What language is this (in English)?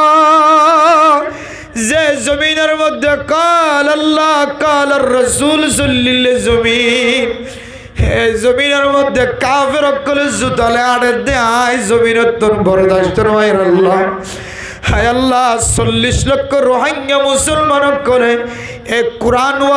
Rohingya